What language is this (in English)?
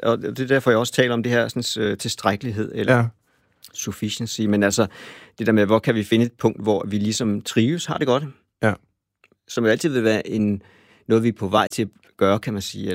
Danish